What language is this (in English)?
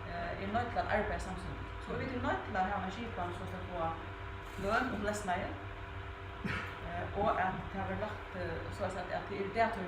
Faroese